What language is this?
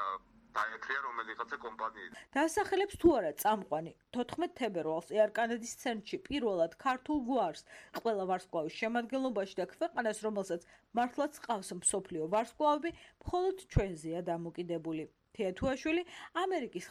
Georgian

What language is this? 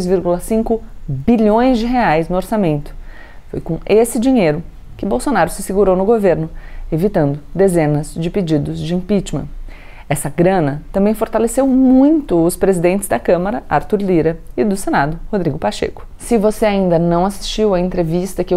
Portuguese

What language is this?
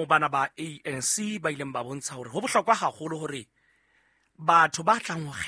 Southern Sotho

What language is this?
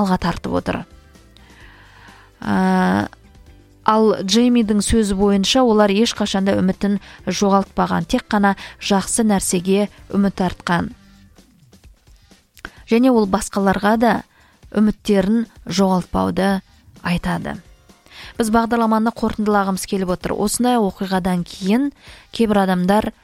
Kazakh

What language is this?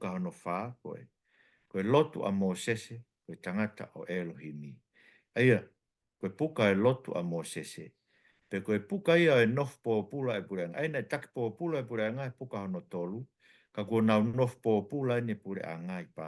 Tongan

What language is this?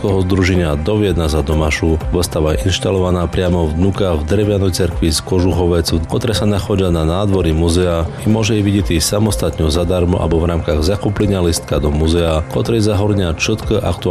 Slovak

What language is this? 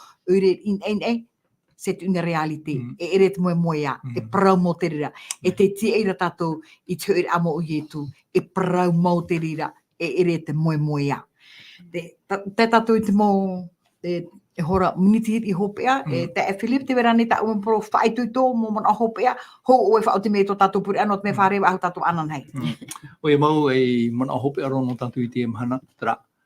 Tahitian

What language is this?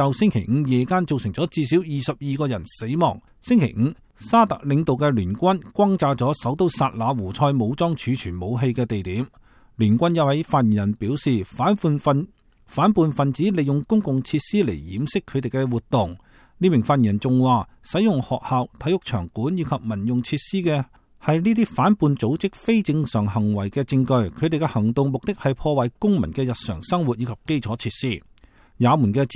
Cantonese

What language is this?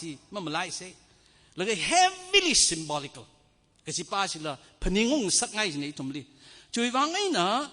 Tangkhul Naga (India)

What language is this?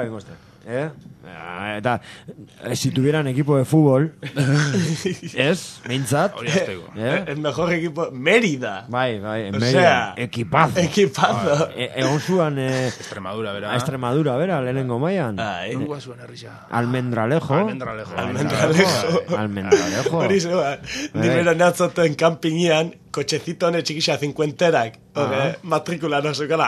Basque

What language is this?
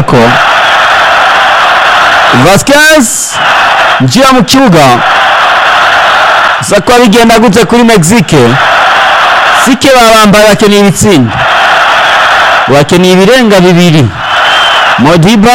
Rundi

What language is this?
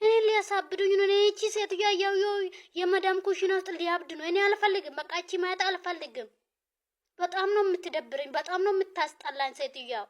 Amharic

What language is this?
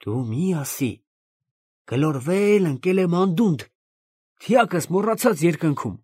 Armenian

